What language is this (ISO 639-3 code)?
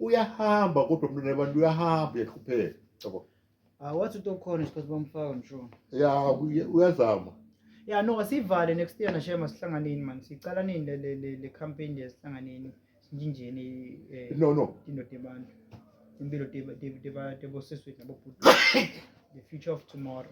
zul